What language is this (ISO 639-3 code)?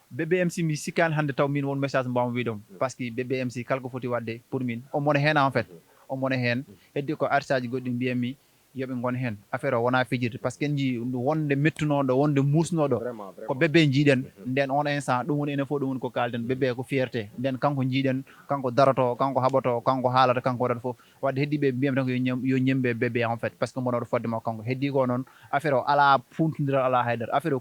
ful